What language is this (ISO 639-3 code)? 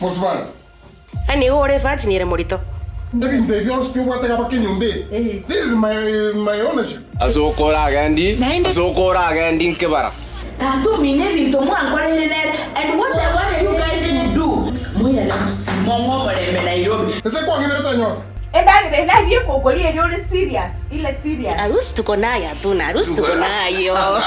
guz